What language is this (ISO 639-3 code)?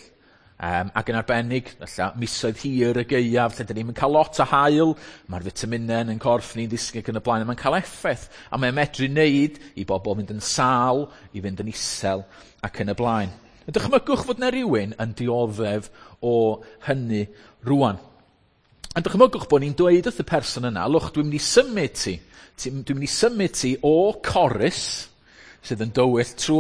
cym